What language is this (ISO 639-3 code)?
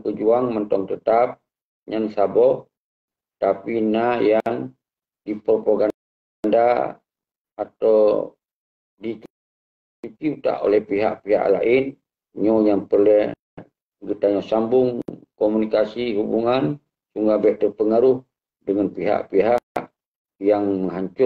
ace